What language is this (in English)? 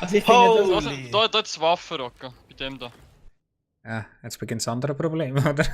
Swiss German